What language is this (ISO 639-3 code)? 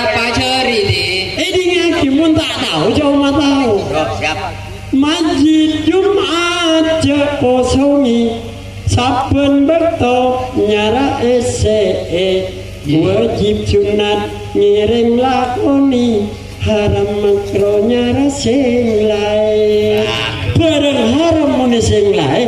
mad